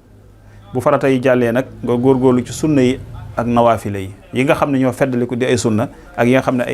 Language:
Wolof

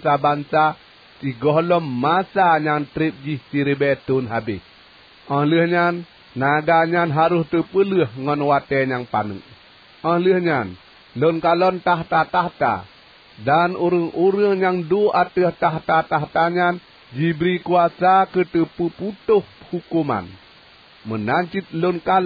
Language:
Achinese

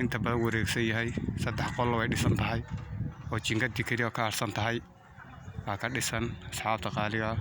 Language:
Somali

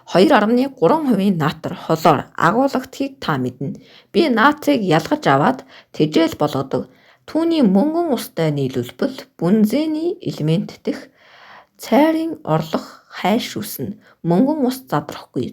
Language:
Mongolian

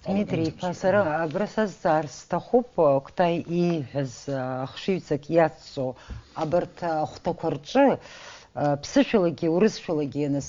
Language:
Abkhazian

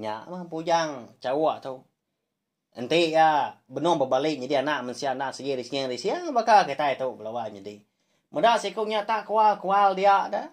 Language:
Iban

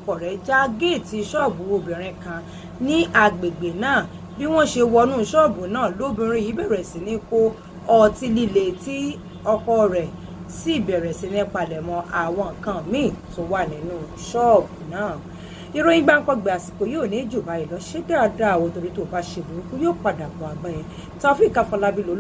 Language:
Yoruba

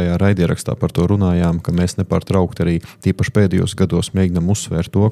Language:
Latvian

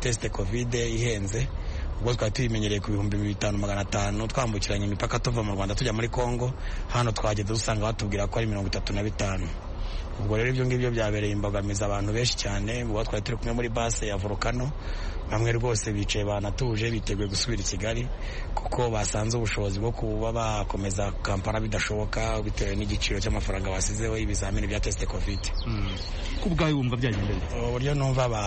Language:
Kinyarwanda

